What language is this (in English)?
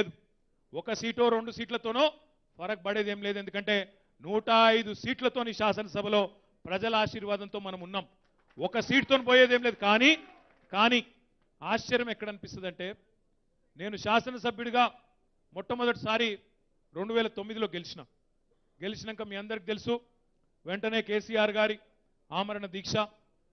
Telugu